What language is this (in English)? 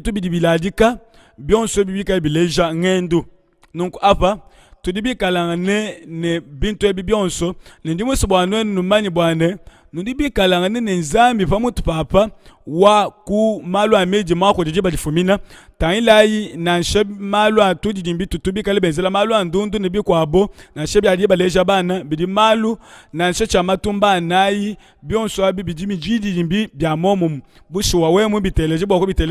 Luba-Lulua